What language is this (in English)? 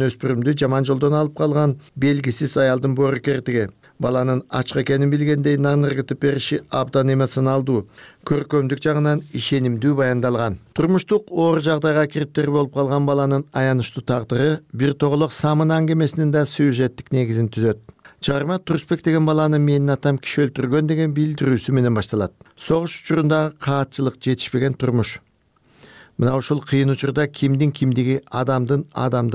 Kyrgyz